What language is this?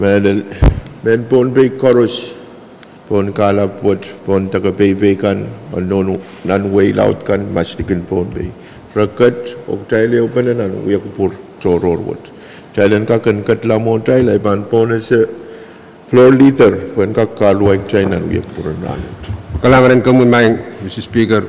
Pohnpeian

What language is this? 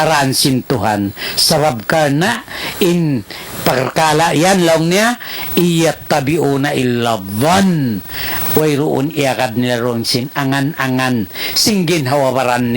Tausug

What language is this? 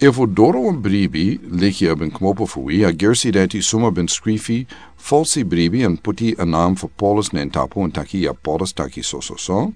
Sranan Tongo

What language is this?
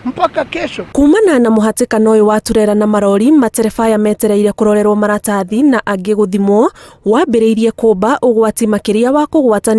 Kikuyu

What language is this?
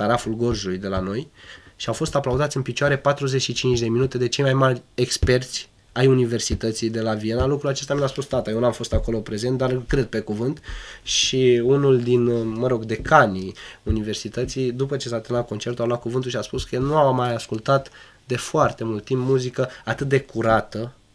Romanian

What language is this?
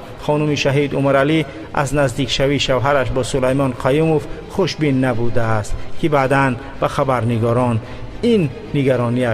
Tajik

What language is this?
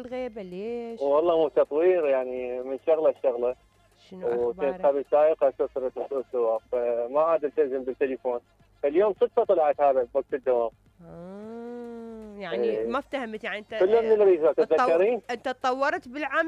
Mesopotamian Arabic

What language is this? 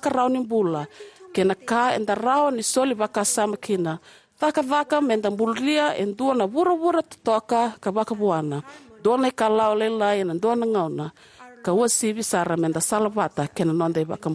Fijian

